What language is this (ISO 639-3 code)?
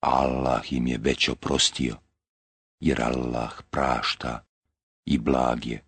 bos